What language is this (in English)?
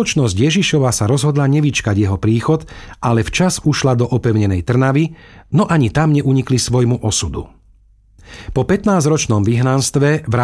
Slovak